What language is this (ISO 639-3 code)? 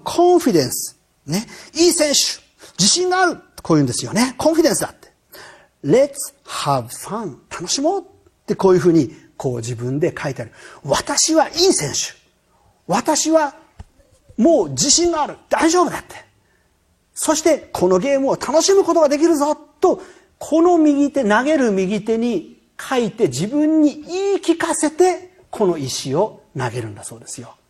jpn